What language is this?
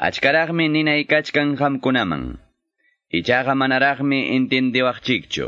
Quechua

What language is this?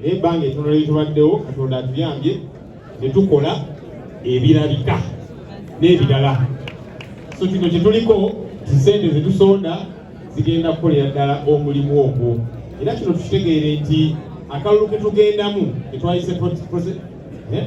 Ganda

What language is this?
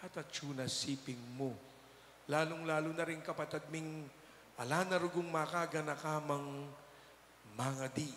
Pampanga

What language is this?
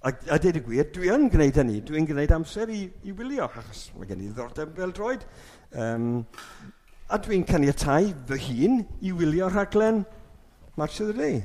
Welsh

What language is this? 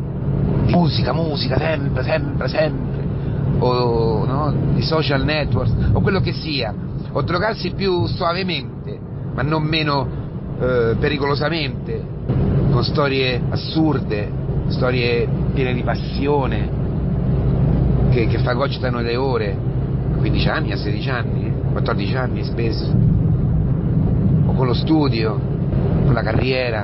Italian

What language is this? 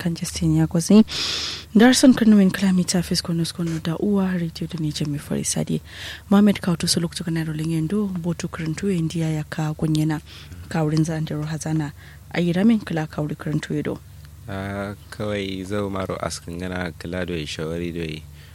Kanuri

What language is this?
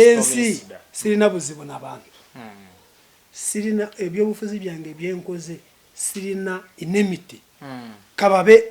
Ganda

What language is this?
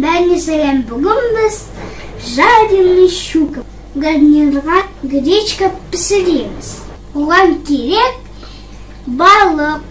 Kazakh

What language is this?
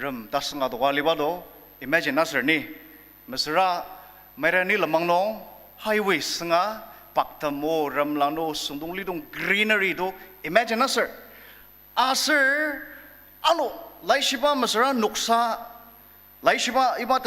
Ao Naga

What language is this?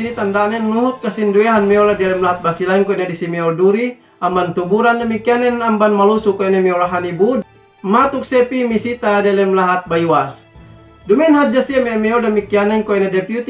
Yakan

